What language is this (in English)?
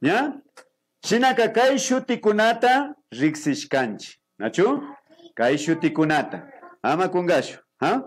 Imbabura Highland Quichua